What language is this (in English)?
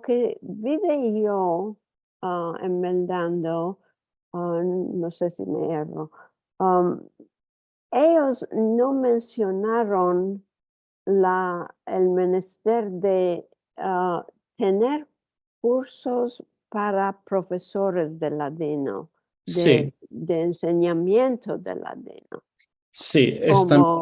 Ladino